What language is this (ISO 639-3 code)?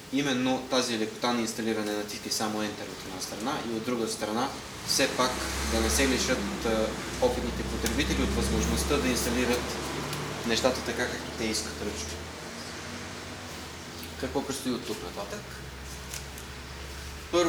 bul